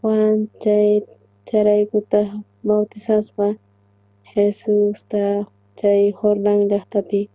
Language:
South Bolivian Quechua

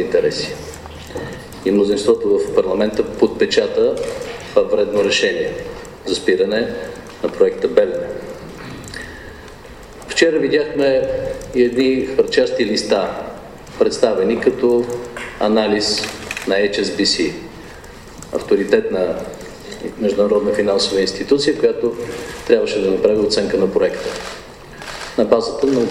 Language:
Bulgarian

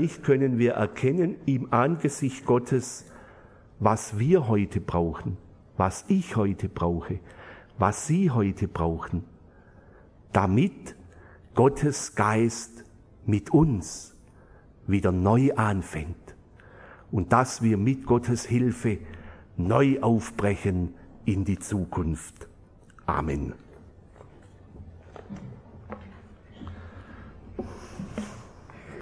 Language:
German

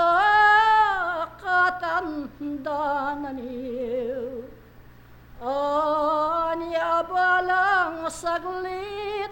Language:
Pampanga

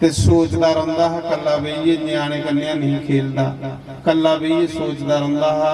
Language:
Dogri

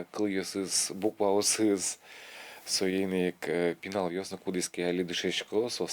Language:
Udmurt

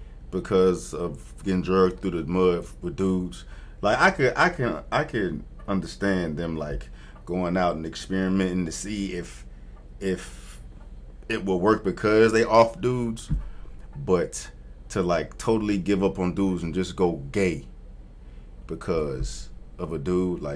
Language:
English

